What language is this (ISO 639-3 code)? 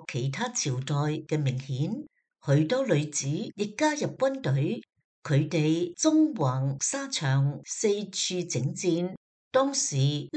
yue